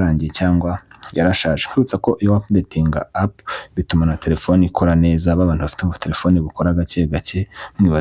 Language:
Kinyarwanda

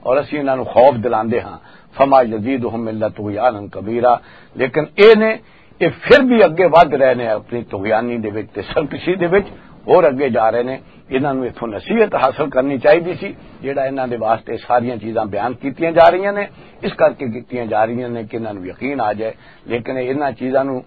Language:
Western Panjabi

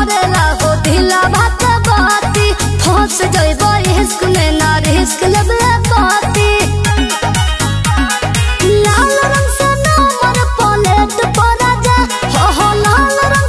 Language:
Bhojpuri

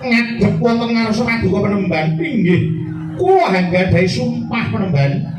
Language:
Javanese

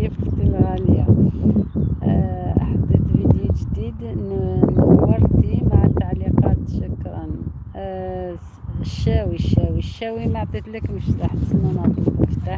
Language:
Algerian Arabic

